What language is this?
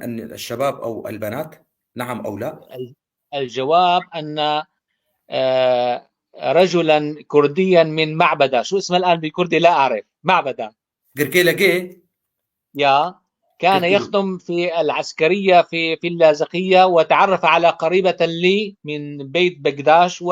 North Levantine Arabic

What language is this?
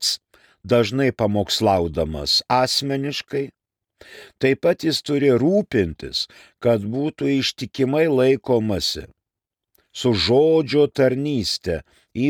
Lithuanian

